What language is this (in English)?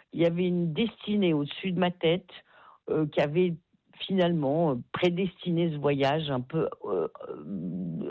French